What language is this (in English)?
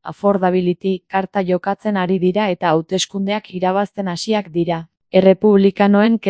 Basque